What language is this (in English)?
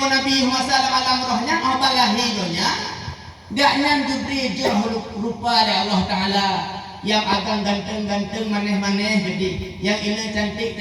Achinese